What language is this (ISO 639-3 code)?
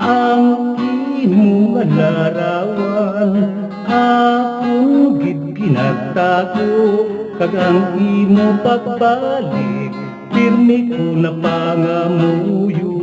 hil